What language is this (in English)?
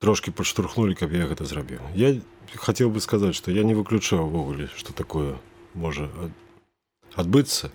Belarusian